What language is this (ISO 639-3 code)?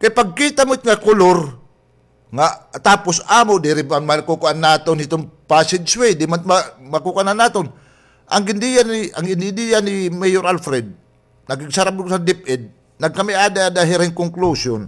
war